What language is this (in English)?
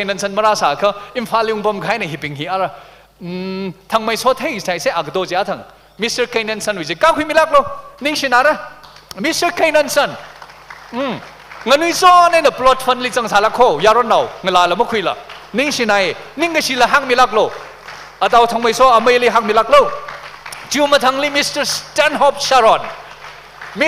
Tangkhul Naga (India)